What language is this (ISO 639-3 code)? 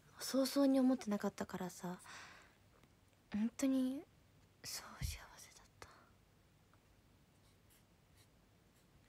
jpn